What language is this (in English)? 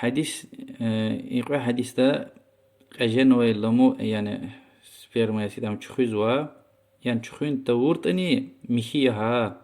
Lezghian